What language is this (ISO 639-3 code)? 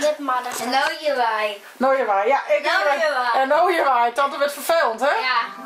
fry